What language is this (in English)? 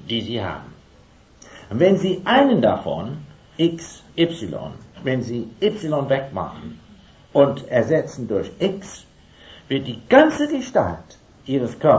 German